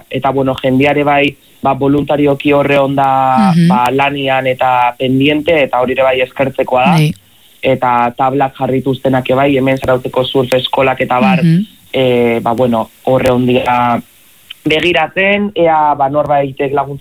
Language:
Basque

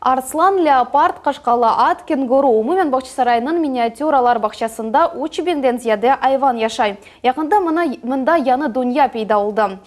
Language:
Crimean Tatar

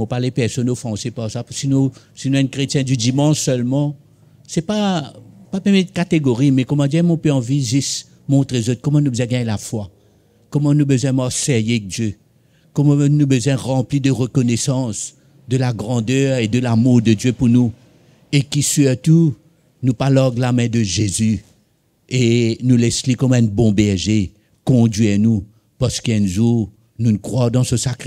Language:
Morisyen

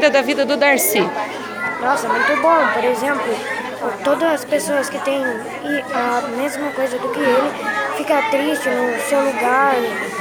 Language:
Portuguese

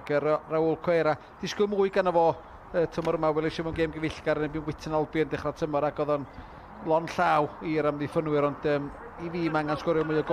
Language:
Welsh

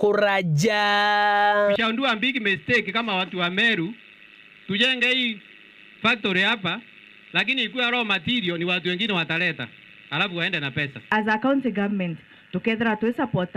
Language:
Meru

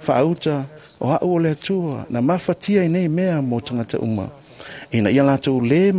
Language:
Samoan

